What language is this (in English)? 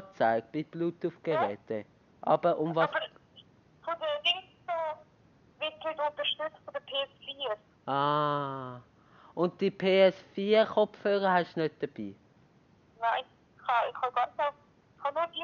Swiss German